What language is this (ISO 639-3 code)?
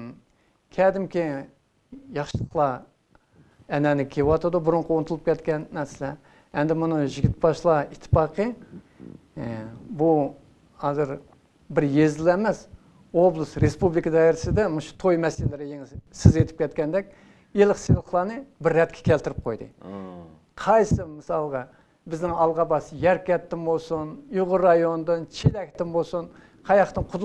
uig